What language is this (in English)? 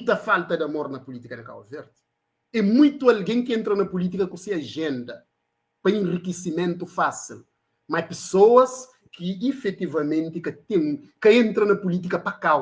Kabuverdianu